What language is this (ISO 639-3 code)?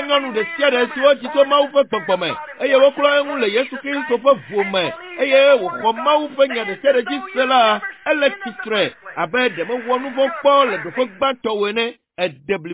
ewe